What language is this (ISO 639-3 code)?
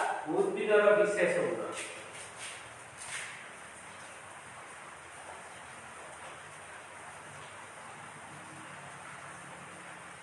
ori